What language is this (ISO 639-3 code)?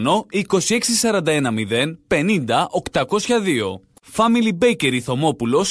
ell